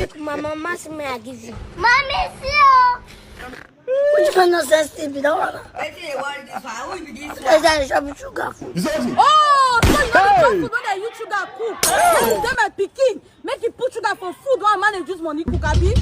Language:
Nigerian Pidgin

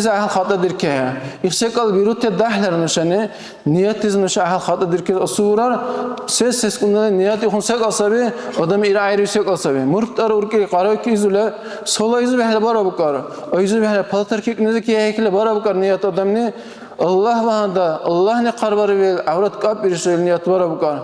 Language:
Dargwa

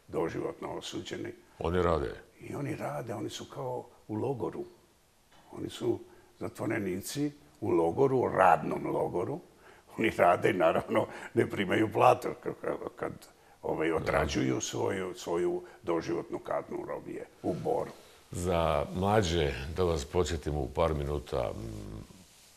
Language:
Bosnian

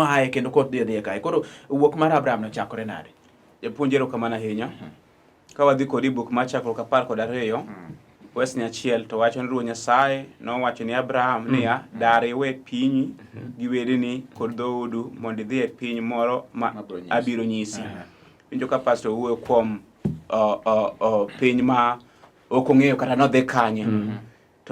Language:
Luo (Kenya and Tanzania)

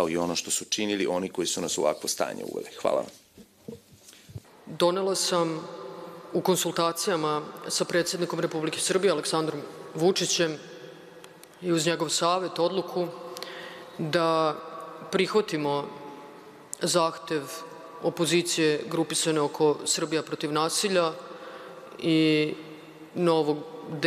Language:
Serbian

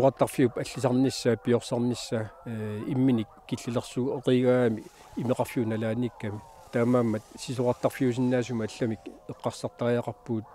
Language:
Kalaallisut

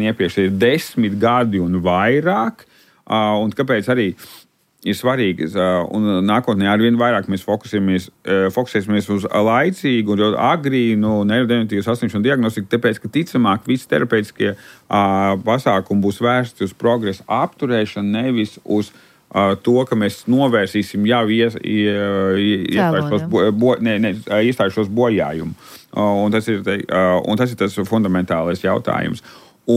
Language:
Latvian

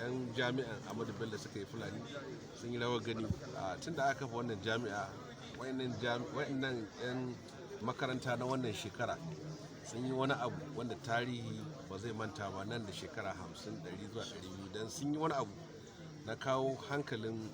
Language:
Hausa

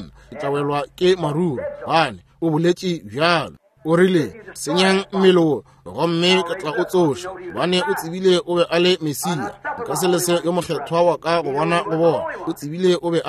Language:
Northern Sotho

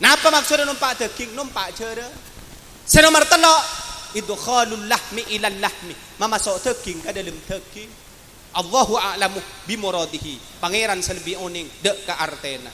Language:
Madurese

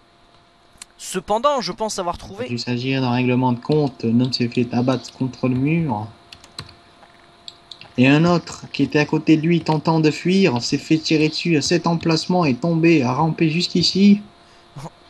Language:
French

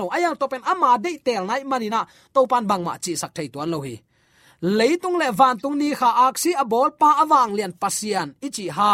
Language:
Tedim Chin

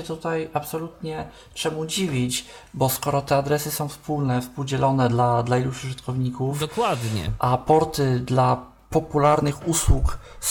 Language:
Polish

